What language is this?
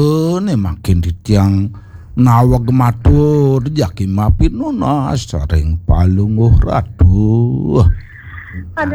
Balinese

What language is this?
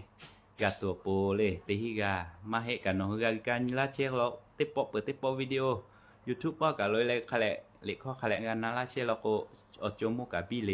Lahu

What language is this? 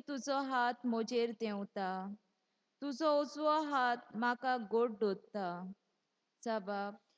Konkani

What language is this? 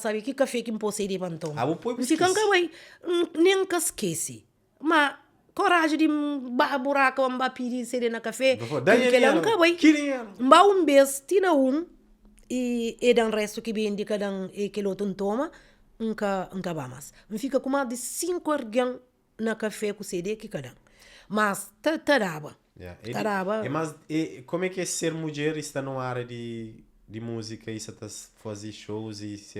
Kabuverdianu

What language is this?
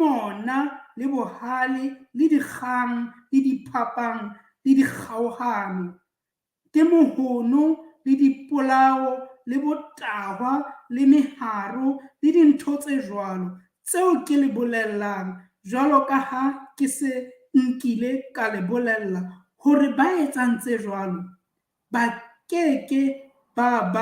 Southern Sotho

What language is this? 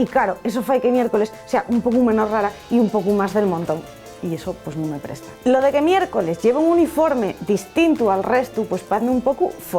Asturian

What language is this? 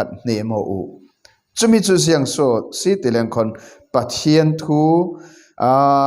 Falam Chin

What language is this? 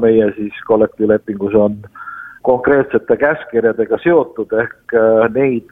Estonian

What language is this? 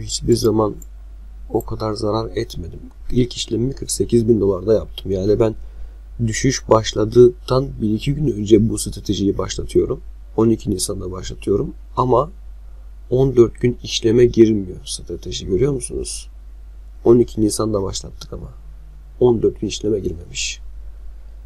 Turkish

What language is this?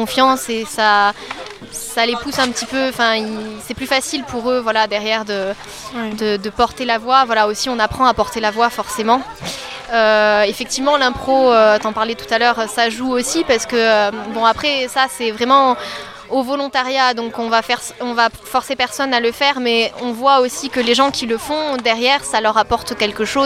French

